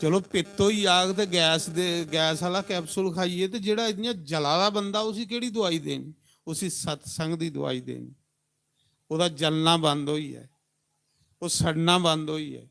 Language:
Dogri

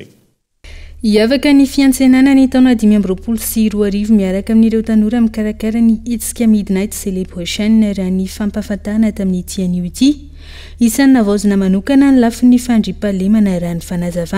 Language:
Malagasy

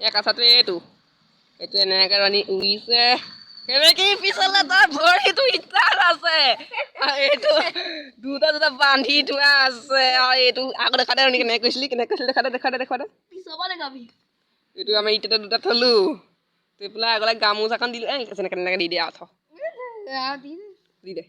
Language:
Assamese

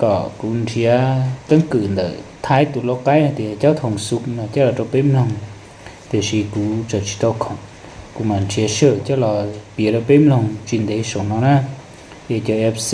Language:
Hmong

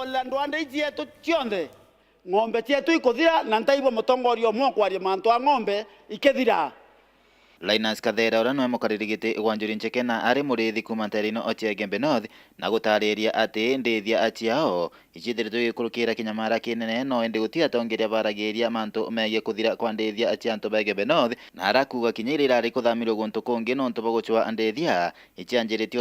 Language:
Meru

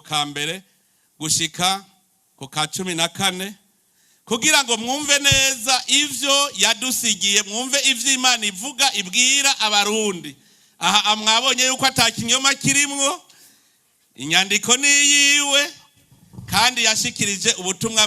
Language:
Rundi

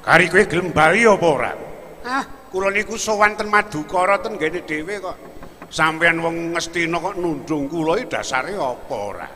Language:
Javanese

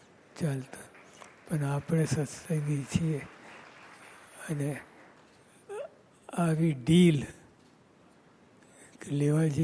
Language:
Gujarati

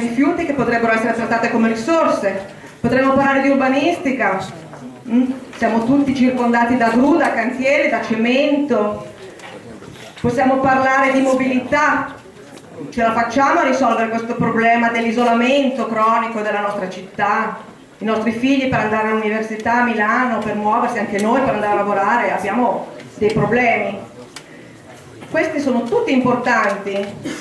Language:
Italian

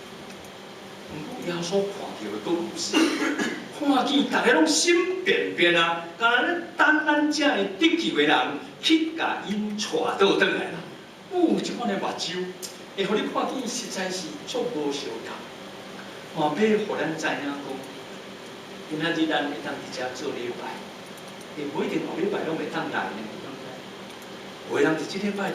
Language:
Min Nan Chinese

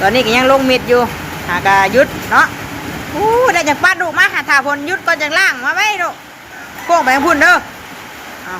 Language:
Northeastern Thai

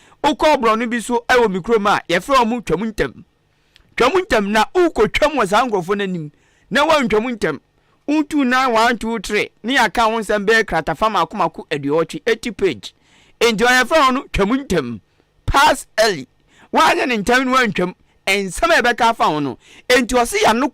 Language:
Akan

